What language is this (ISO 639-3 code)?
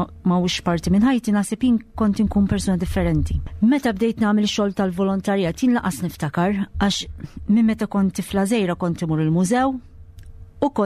mlt